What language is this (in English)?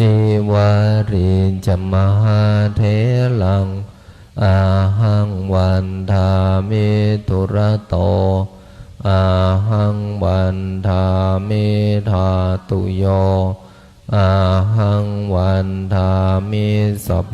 Pali